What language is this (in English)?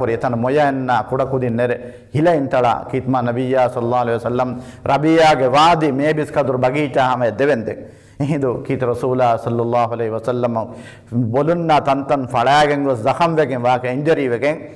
Divehi